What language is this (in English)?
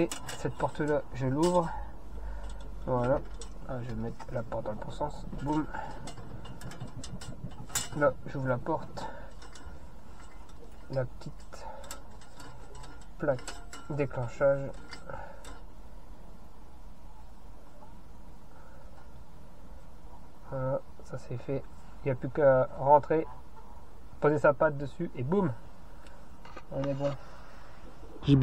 French